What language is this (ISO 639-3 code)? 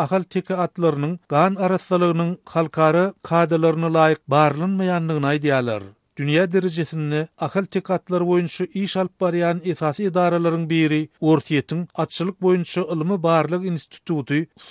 tuk